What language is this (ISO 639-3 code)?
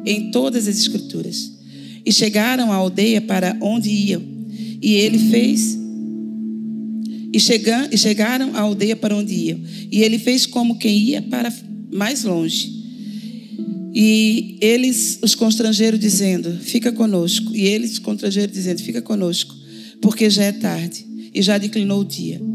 por